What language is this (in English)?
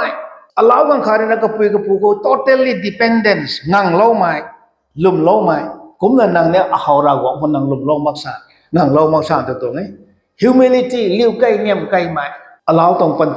Rongmei Naga